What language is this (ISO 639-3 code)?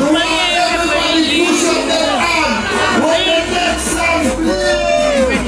jam